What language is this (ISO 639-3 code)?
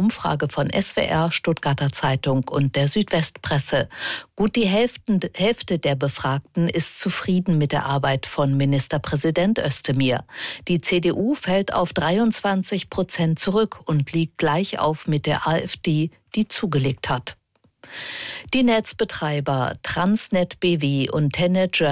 deu